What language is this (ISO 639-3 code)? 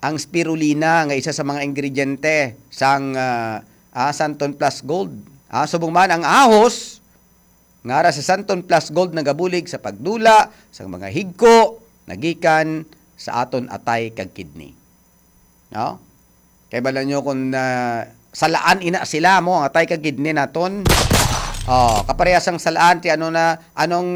hil